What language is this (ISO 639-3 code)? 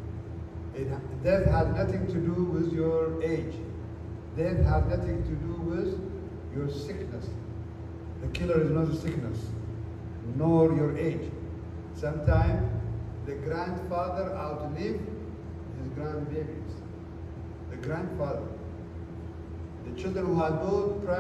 eng